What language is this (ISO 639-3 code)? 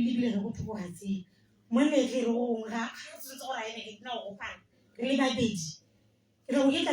tsn